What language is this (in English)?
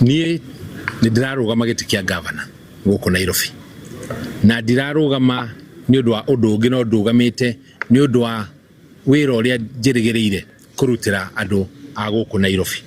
Kikuyu